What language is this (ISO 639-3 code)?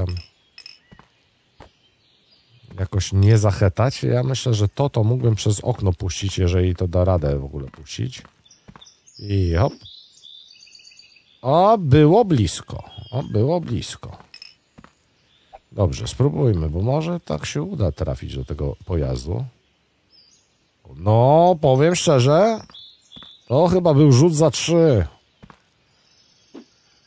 pol